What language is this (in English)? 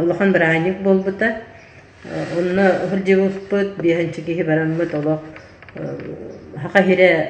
Yakut